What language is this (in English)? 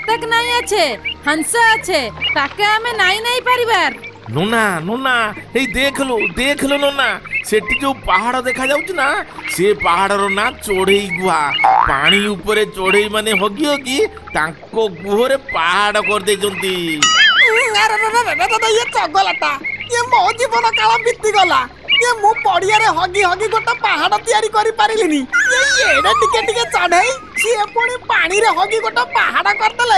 Odia